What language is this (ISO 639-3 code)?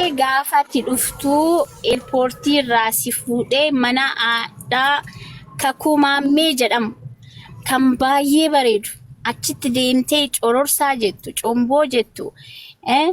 orm